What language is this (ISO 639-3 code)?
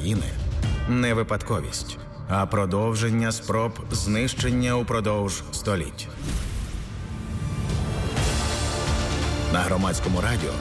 ukr